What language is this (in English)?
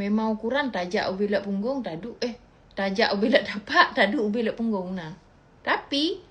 Achinese